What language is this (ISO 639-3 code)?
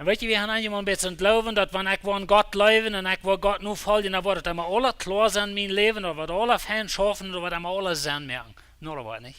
pdt